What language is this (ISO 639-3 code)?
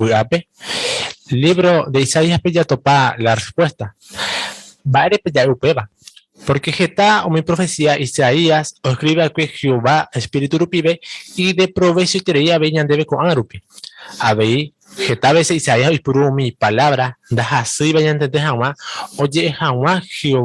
grn